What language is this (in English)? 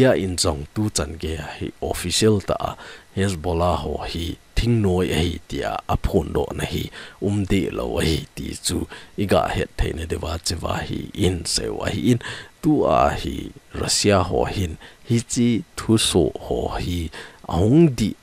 Thado Chin